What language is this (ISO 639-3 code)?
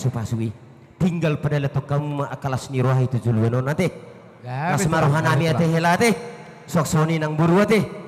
bbc